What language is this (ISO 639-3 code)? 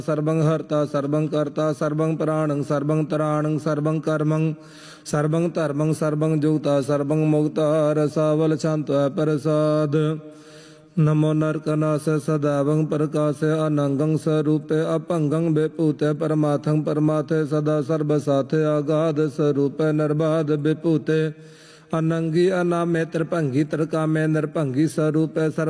pan